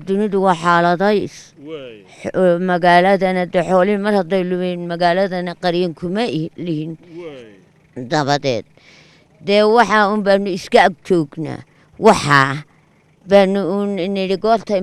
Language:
Somali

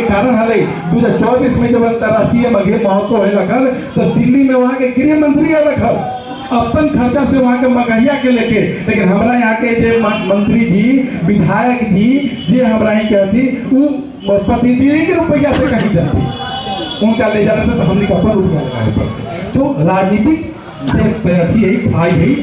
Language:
Magahi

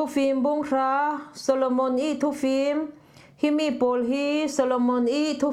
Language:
Falam Chin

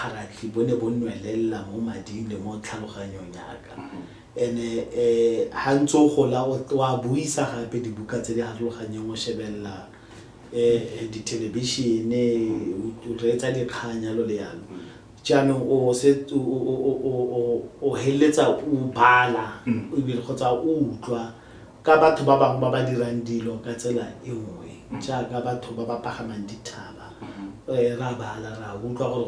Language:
Tswana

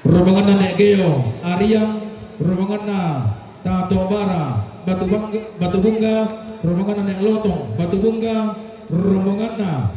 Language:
Toraja-Sa'dan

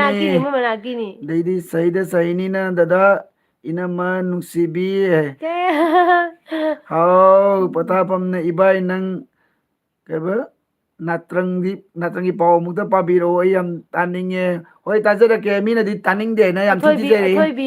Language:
Manipuri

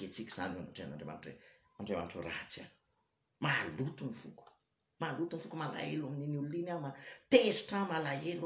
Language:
Malagasy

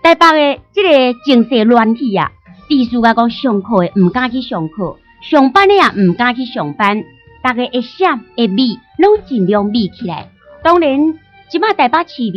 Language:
Min Nan Chinese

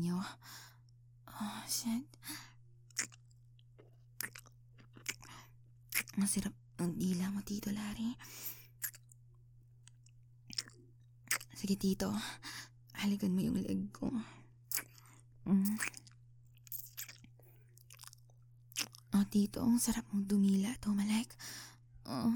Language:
Filipino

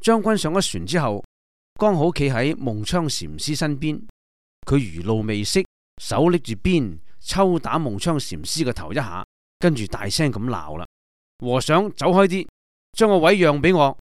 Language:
Cantonese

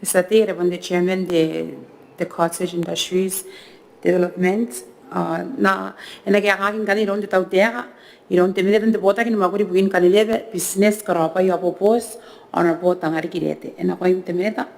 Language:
Gilbertese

